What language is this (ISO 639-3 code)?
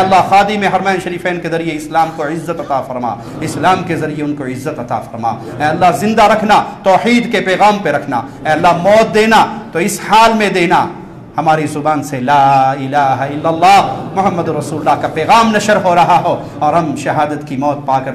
urd